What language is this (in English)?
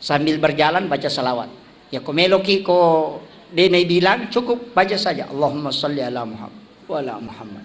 Buginese